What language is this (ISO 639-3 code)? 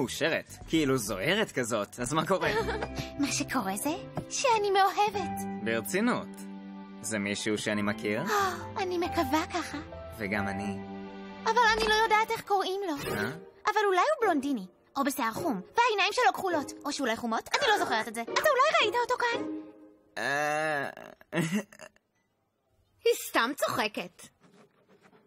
heb